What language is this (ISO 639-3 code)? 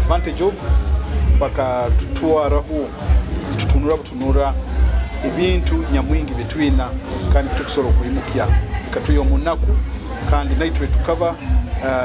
nyo